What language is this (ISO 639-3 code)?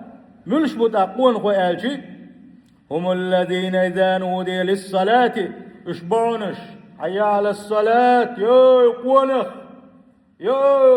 che